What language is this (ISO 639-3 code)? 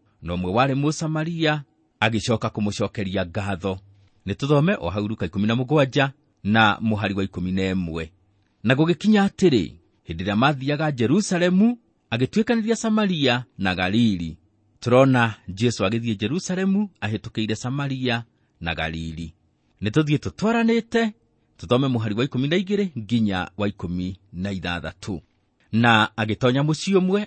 kik